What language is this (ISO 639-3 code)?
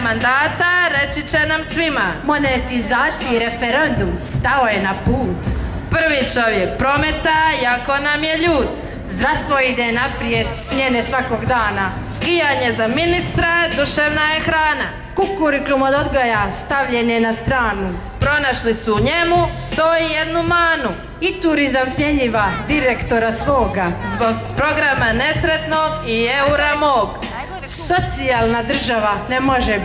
hrv